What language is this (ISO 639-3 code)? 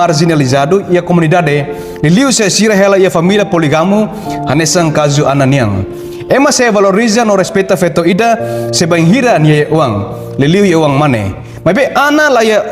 tet